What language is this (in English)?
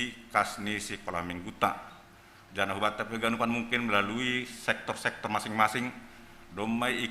Batak Simalungun